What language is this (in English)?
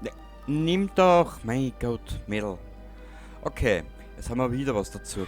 Bavarian